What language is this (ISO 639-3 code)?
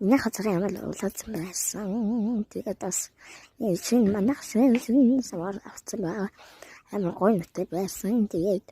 mon